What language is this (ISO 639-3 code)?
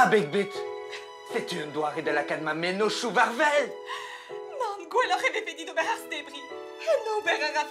bre